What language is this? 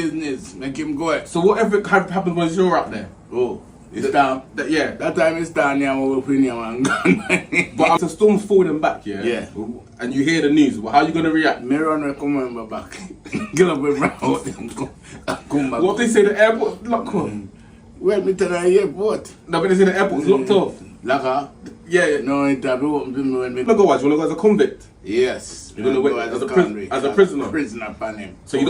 Jamaican Creole English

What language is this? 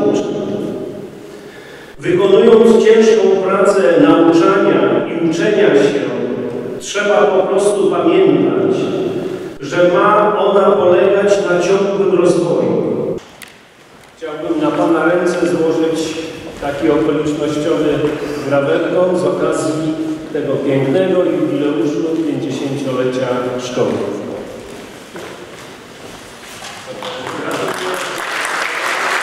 Polish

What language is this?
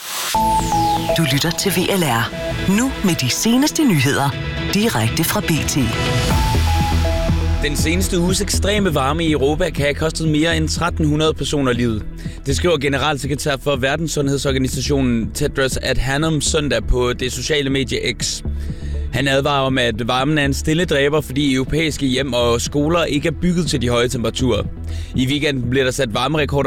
Danish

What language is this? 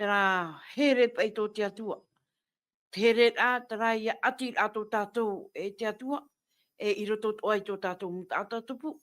Tahitian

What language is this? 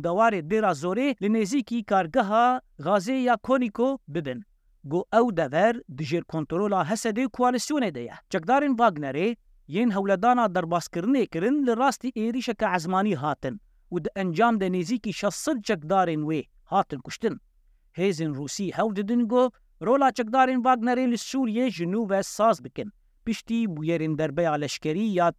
Kurdish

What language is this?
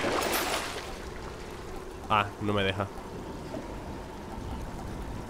Spanish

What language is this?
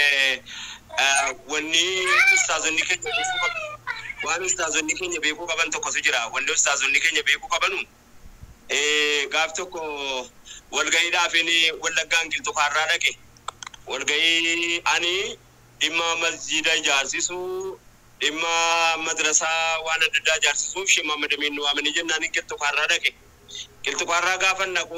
Oromo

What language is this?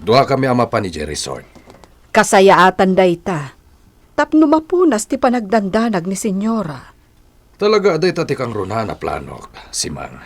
Iloko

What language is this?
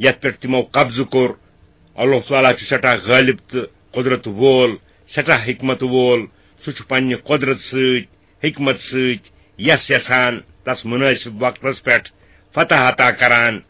Kashmiri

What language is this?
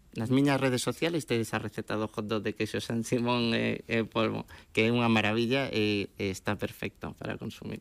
Galician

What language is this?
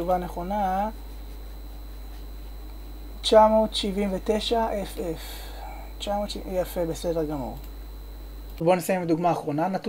Hebrew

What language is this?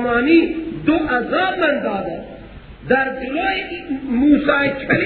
Persian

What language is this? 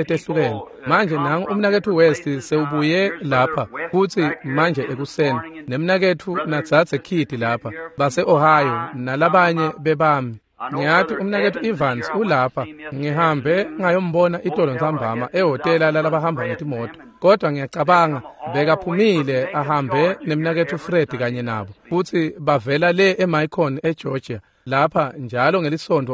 Swati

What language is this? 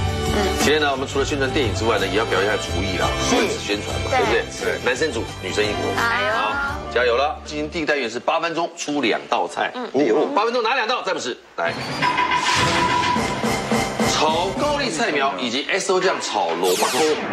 Chinese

